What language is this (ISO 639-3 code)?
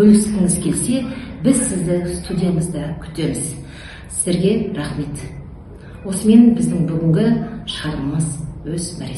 kaz